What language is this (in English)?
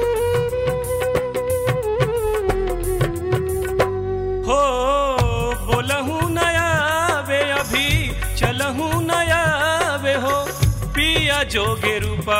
Bhojpuri